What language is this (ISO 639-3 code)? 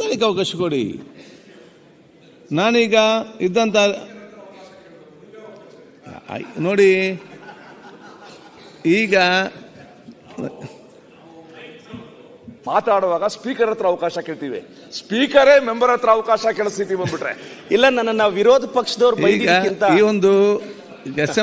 kan